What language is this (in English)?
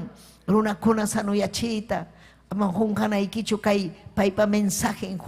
Ayacucho Quechua